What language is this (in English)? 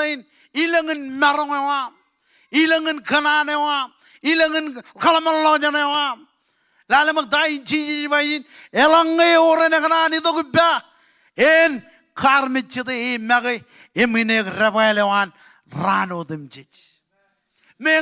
Marshallese